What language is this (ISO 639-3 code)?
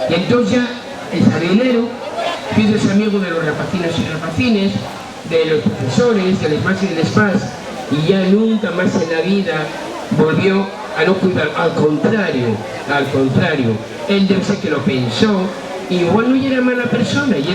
ast